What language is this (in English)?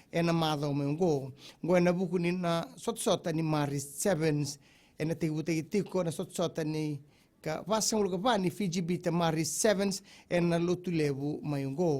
Fijian